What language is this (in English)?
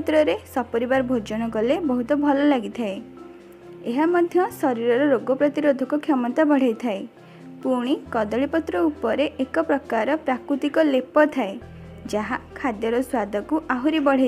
Odia